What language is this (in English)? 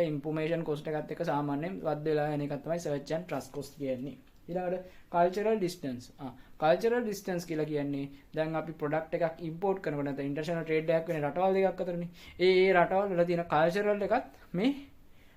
Sinhala